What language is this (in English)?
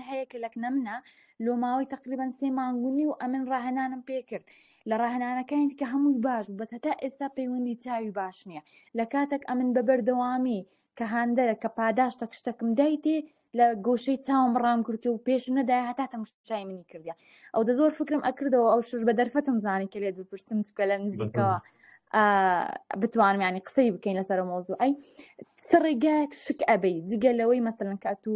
Central Kurdish